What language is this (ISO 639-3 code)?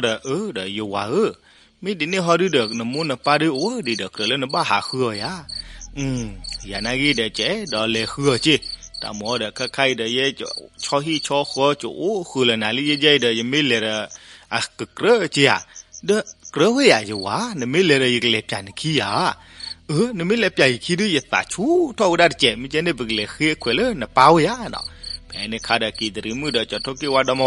ksw